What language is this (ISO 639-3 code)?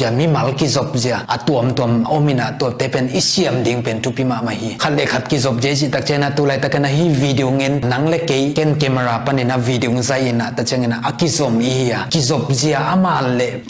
ctd